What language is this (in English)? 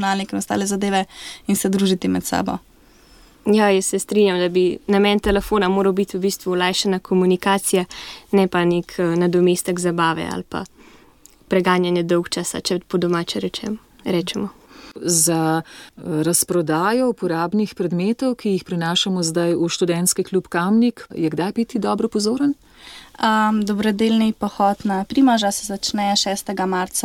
Slovenian